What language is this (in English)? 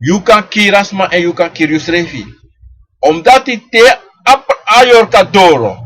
Sranan Tongo